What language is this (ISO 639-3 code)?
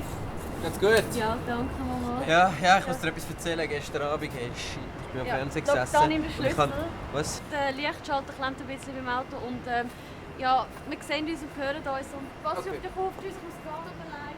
gsw